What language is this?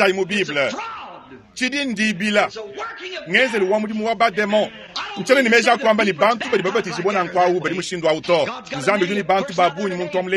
Luba-Lulua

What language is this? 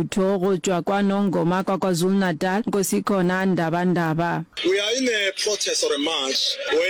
Northern Sotho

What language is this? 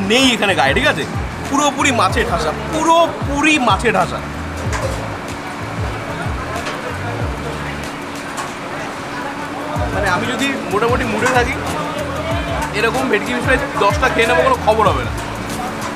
Bangla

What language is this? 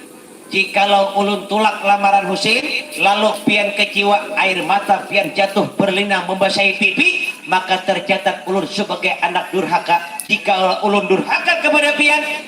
Banjar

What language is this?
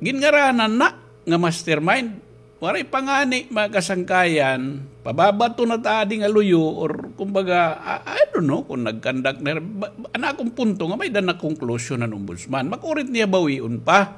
Waray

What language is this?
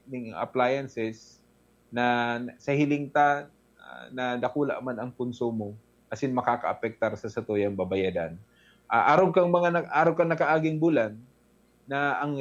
Bikol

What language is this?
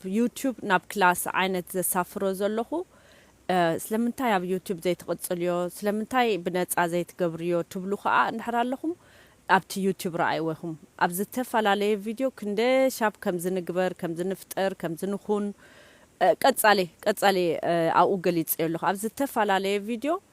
Tigrinya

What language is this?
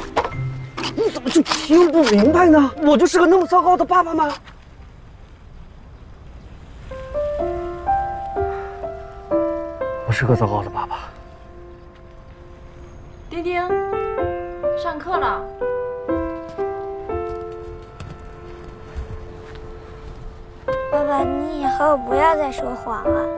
Chinese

